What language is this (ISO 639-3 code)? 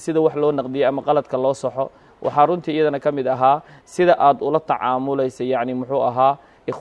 som